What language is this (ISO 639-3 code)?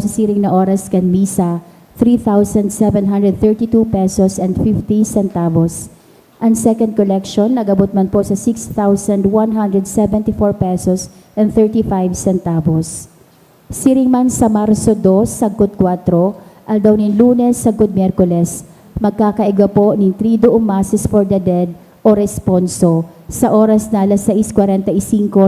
bik